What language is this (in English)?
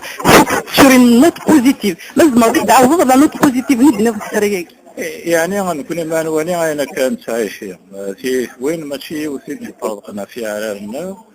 Kabyle